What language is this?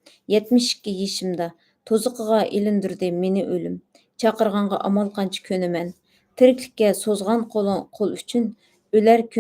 Uyghur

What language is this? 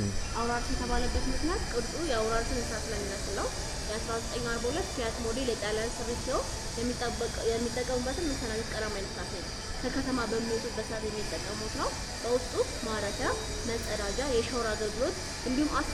Amharic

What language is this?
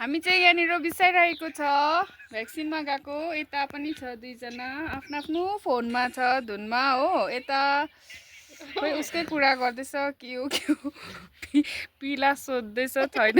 Nepali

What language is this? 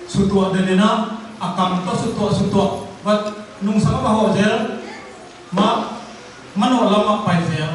Tedim Chin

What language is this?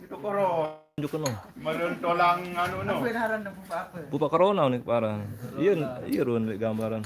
Sasak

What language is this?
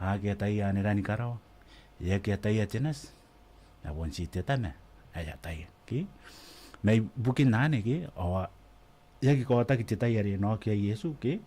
Gilbertese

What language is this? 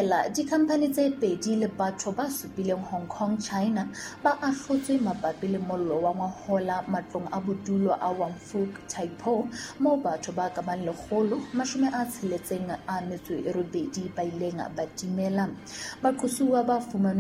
Southern Sotho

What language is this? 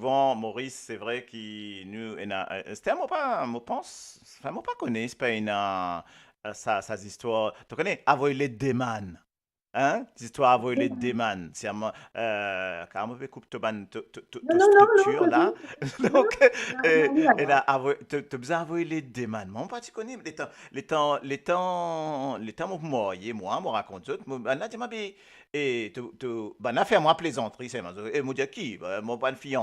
Morisyen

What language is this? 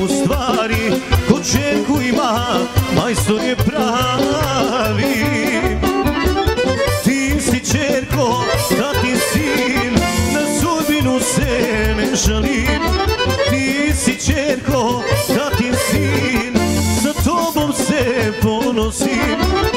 Serbian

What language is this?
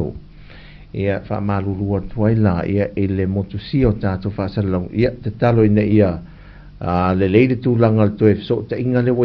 Samoan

